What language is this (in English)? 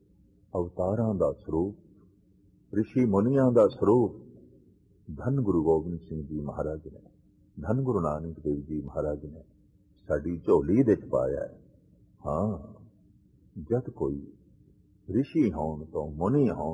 Punjabi